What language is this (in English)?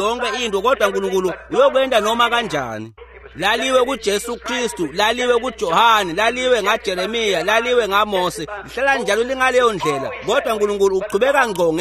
Swati